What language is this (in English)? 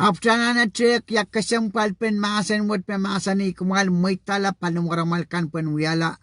Pohnpeian